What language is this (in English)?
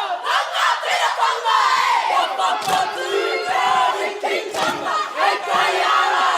Māori